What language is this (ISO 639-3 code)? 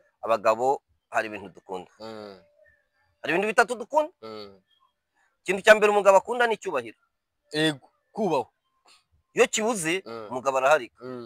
kin